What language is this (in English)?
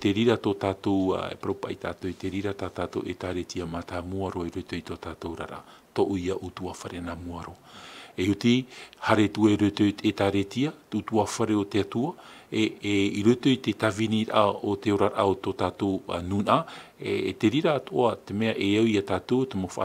Tahitian